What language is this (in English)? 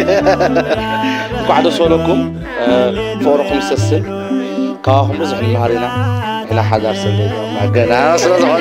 Tigrinya